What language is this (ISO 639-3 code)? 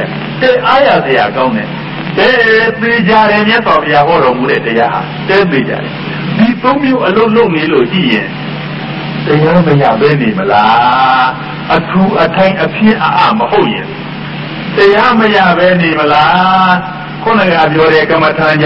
mya